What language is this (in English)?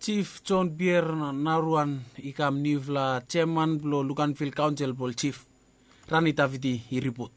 Bislama